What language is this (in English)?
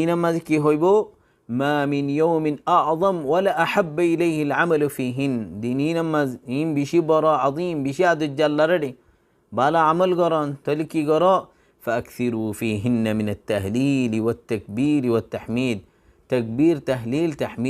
Rohingya